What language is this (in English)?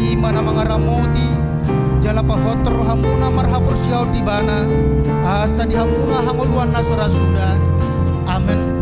Batak Toba